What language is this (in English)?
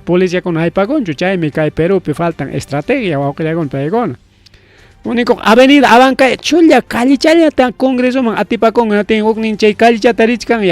Ayacucho Quechua